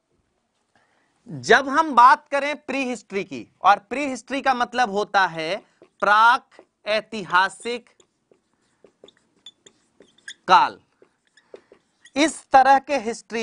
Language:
Hindi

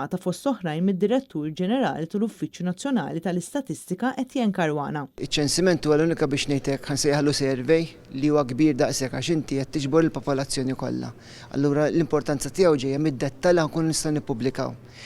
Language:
Maltese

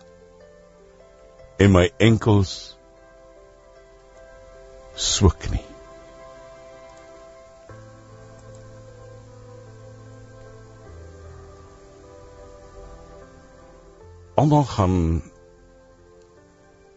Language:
Afrikaans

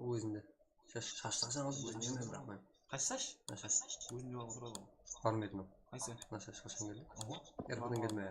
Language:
Kara-Kalpak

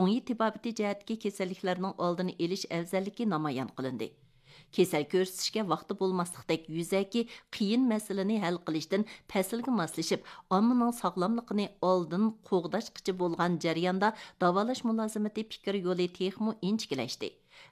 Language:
Uyghur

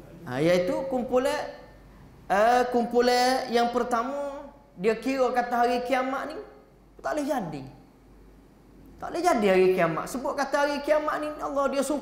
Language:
Malay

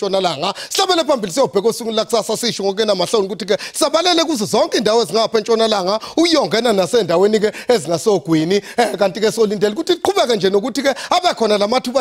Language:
Zulu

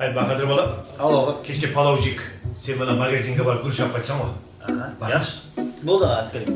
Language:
Kara-Kalpak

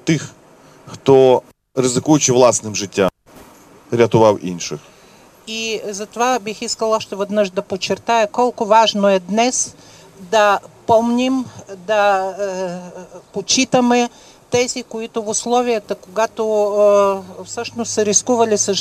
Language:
Bulgarian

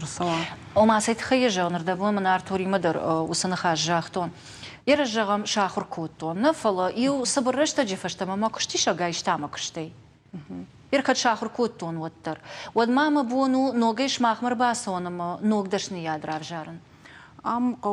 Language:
Ossetic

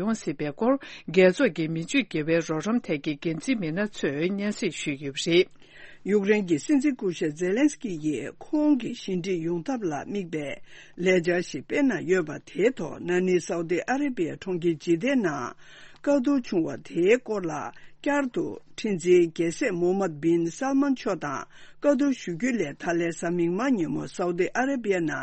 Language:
Tibetan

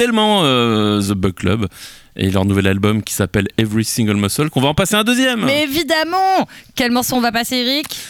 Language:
French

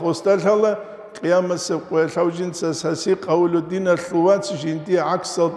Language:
Avaric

